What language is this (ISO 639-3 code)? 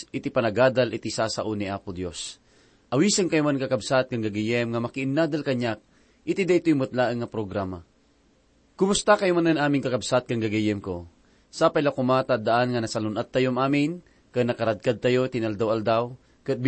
ilo